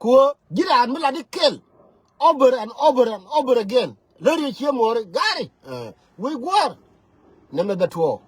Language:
Nuer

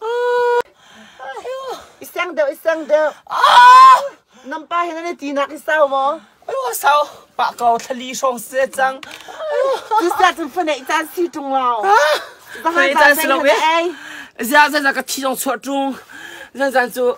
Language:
Hakha Chin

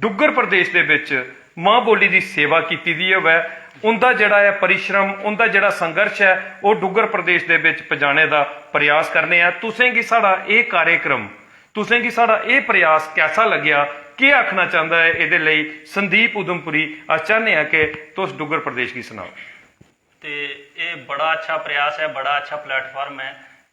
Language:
Dogri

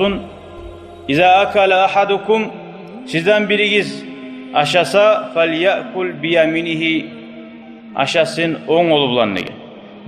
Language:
Kumyk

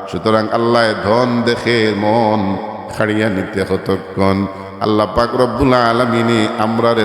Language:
Sylheti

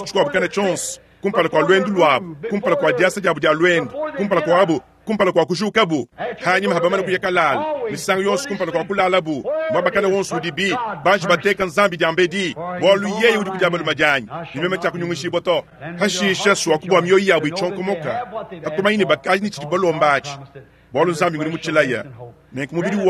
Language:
Luba-Lulua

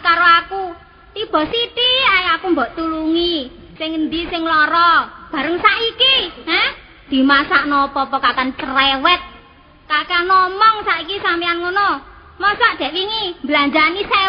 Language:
Javanese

